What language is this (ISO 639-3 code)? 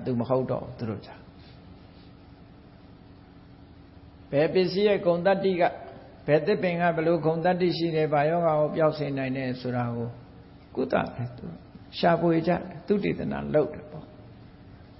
mya